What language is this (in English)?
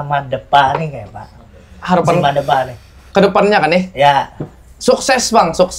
Banjar